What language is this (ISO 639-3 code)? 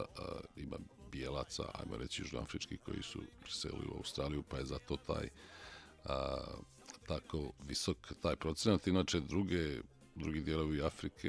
srp